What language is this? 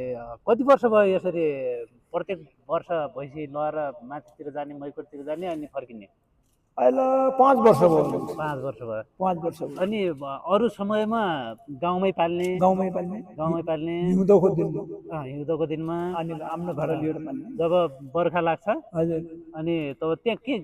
Nepali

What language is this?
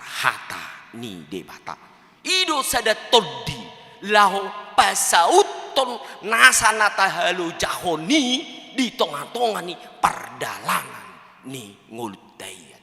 Batak Toba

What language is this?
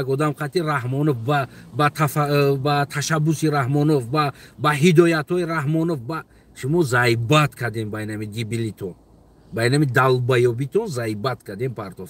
Tajik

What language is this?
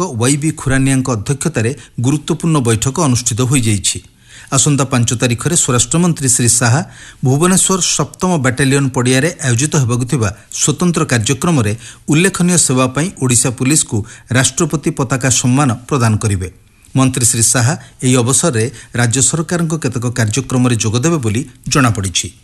Odia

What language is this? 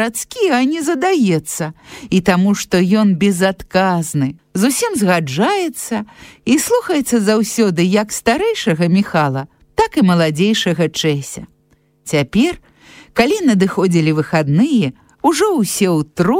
Belarusian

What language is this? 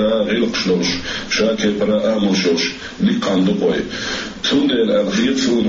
Chechen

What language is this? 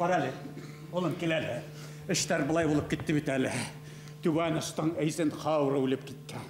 Bashkir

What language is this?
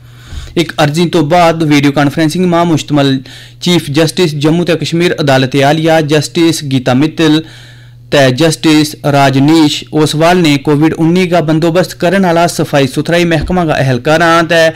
Gujari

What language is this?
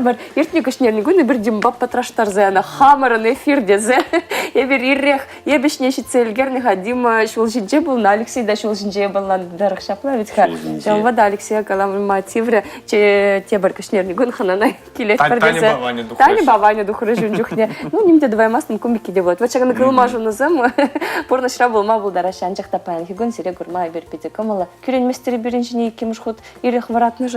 Chuvash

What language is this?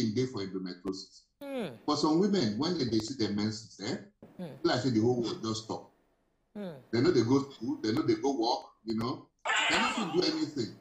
Nigerian Pidgin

